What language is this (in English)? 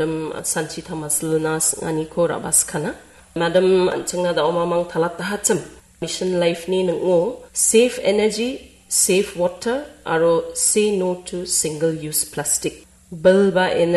Garo